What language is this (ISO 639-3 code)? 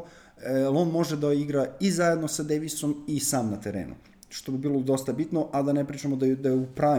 srp